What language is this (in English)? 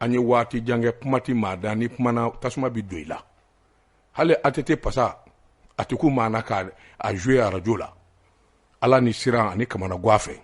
Bambara